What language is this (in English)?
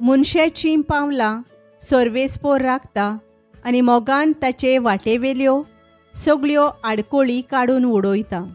Konkani